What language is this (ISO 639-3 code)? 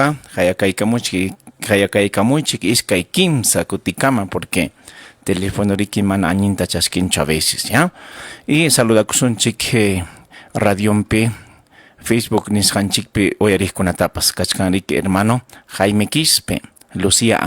quy